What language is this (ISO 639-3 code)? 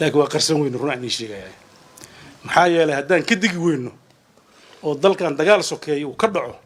som